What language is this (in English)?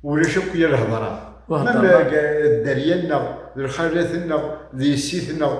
Kabyle